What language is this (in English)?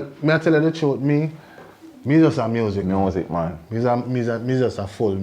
Jamaican Creole English